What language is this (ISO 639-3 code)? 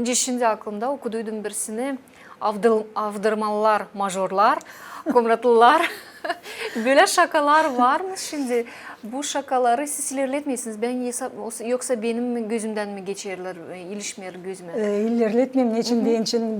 gag